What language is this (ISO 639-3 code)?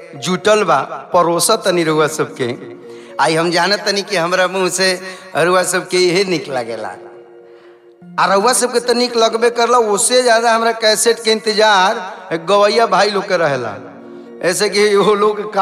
bho